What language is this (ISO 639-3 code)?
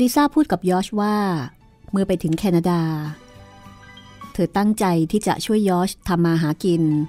tha